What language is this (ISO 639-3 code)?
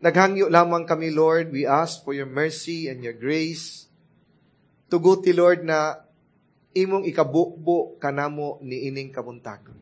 ceb